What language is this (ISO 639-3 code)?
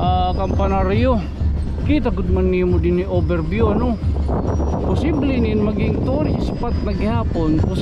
war